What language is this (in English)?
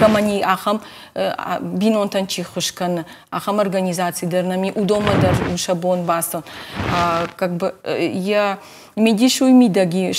Ossetic